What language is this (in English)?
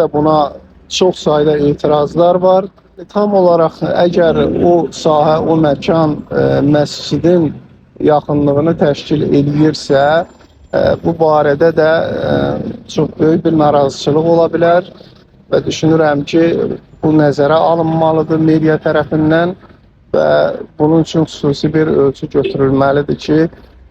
Azerbaijani